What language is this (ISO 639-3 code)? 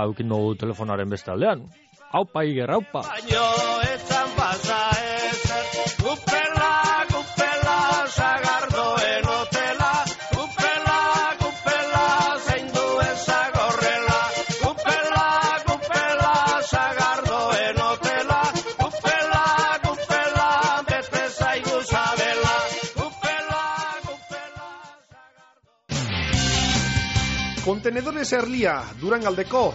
eus